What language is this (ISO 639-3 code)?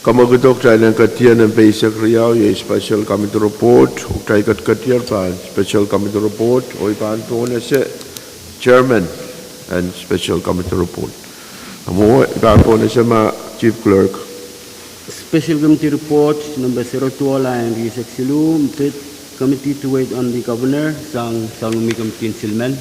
pon